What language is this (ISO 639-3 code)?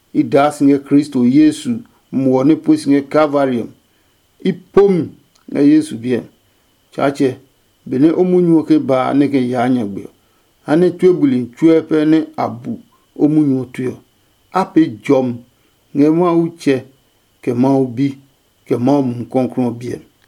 ada